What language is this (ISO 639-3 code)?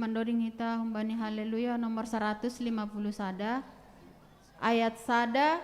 bts